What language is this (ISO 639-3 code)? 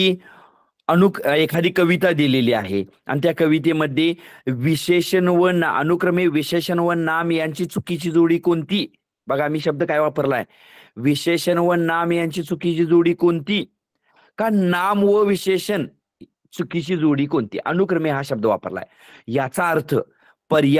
mar